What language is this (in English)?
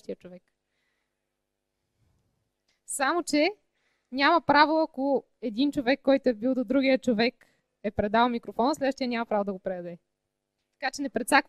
Bulgarian